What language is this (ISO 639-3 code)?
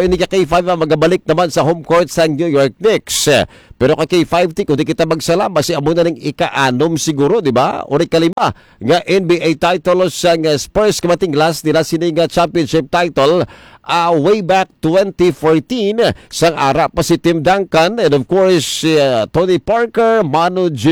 hil